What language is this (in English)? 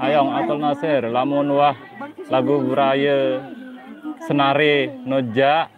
Sasak